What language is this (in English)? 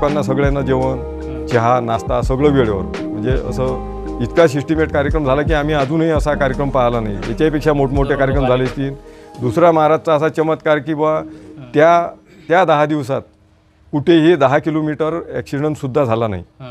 Marathi